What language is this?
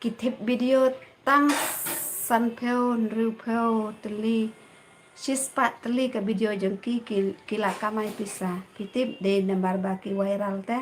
Khasi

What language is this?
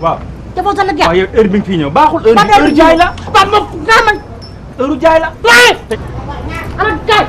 Wolof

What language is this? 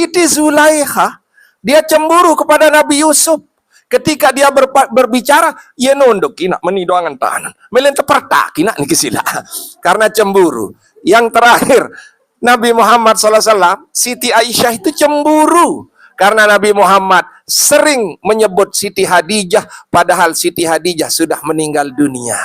Sasak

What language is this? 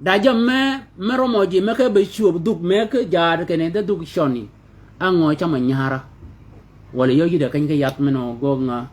Shilluk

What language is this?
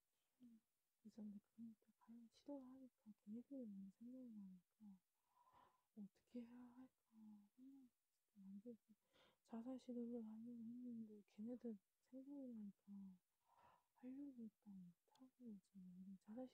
Korean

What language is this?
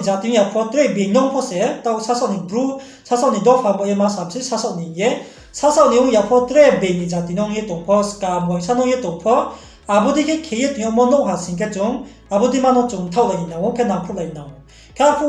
Riang (India)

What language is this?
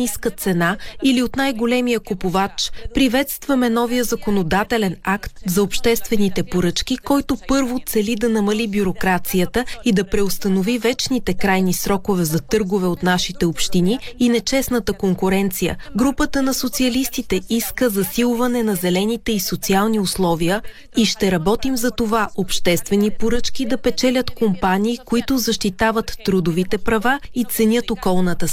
Bulgarian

